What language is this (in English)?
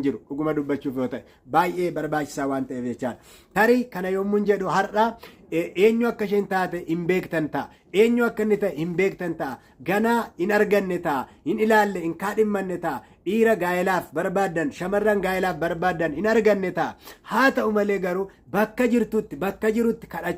Oromo